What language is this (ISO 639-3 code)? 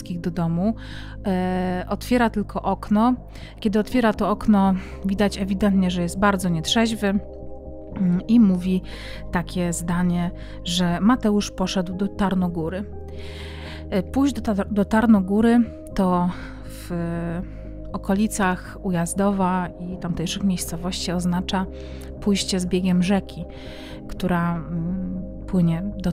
pol